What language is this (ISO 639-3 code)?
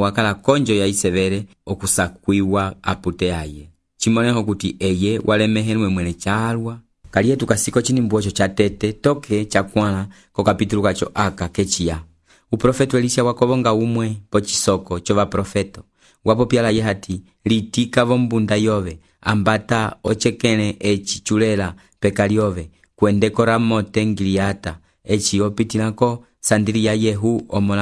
umb